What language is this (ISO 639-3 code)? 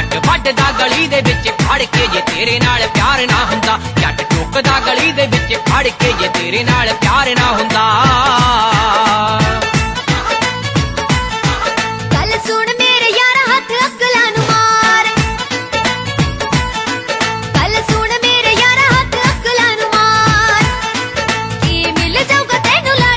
pan